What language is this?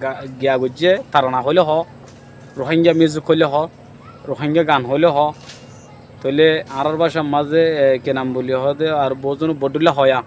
Rohingya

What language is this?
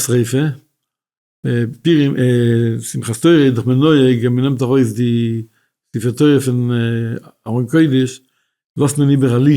Yiddish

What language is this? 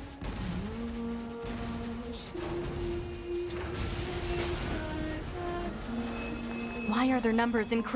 English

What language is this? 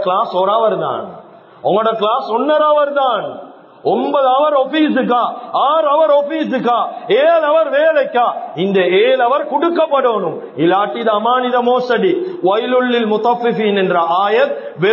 Tamil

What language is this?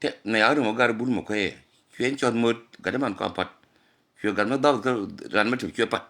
Nuer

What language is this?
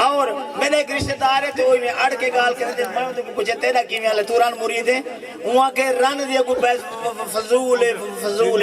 Saraiki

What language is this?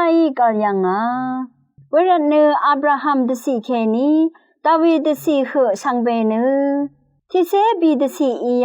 Rawang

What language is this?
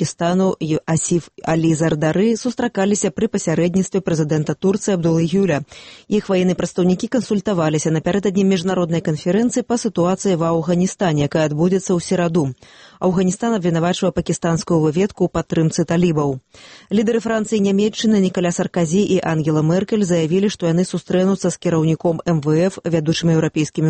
Belarusian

